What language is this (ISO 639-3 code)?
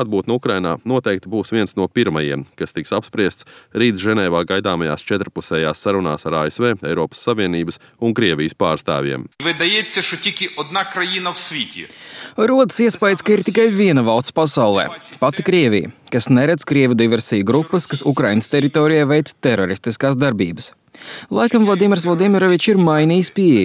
lav